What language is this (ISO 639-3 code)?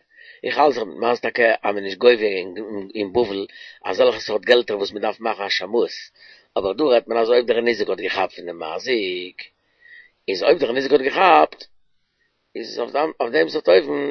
yid